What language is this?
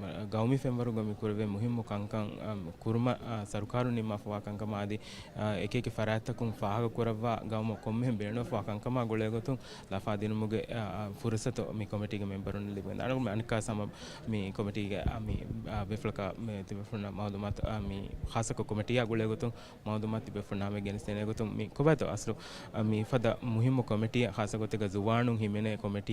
Divehi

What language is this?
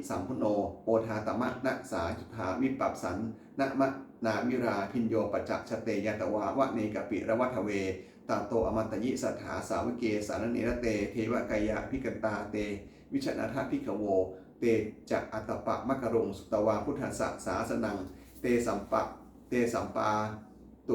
Pali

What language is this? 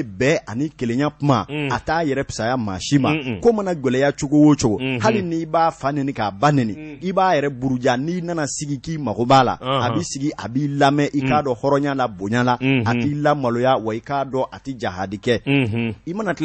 Bambara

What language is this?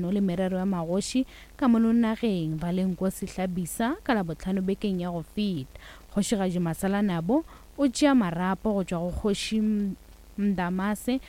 Northern Sotho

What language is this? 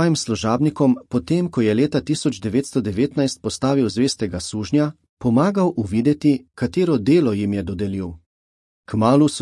Slovenian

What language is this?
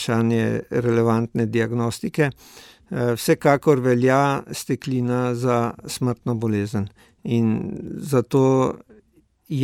Slovenian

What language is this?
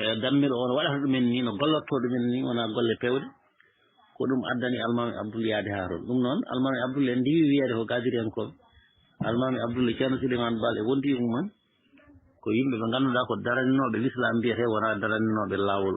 Fula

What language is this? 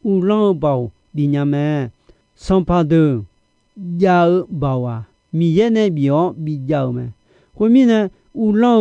Akha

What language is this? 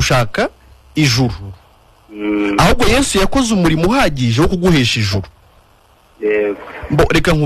Kinyarwanda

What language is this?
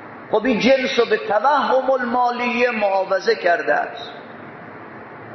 Persian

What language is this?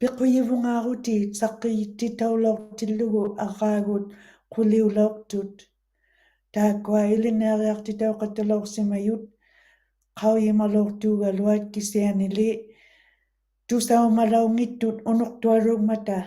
Western Canadian Inuktitut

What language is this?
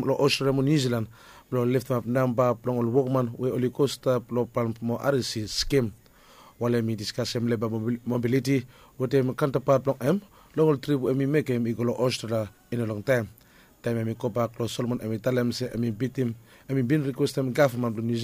Bislama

